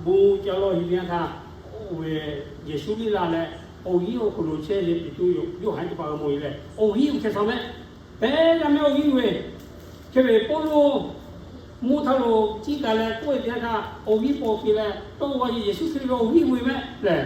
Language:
Lahu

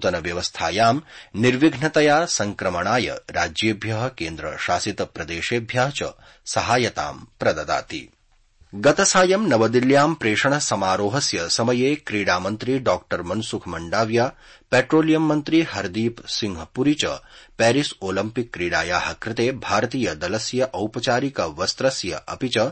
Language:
Sanskrit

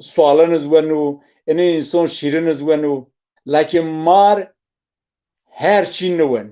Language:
Zaza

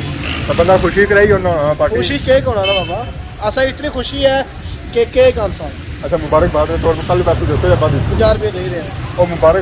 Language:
Pahari-Potwari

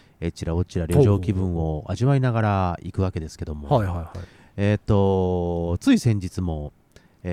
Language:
Japanese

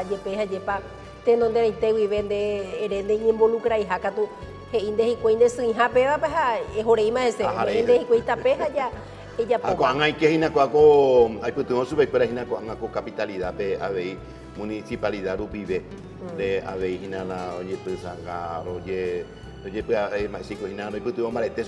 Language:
Guarani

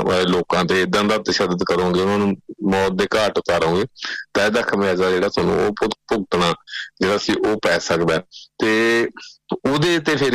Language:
Punjabi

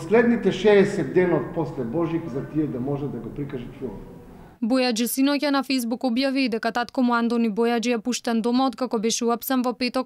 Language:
Macedonian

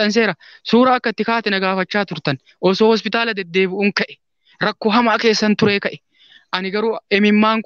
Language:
Oromo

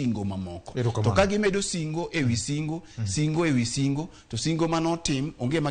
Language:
Luo (Kenya and Tanzania)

